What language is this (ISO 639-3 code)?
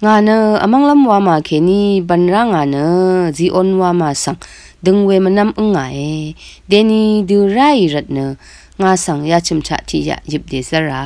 raw